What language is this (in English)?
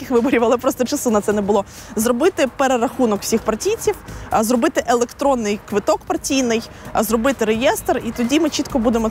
Ukrainian